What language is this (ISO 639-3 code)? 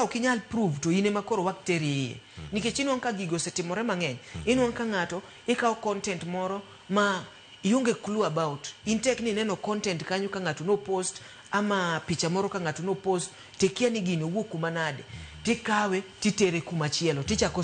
luo